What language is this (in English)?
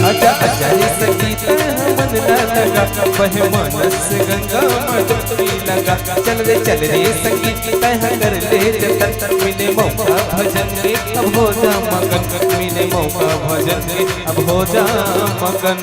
Chhattisgarhi